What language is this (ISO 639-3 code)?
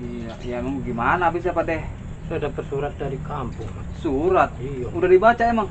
bew